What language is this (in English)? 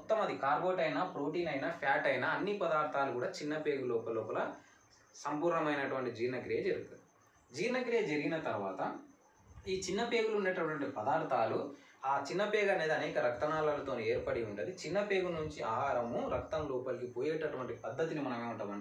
Telugu